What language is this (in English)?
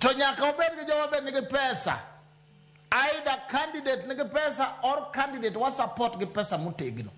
Luo (Kenya and Tanzania)